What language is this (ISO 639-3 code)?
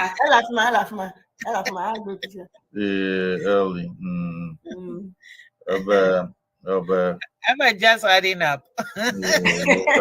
ewe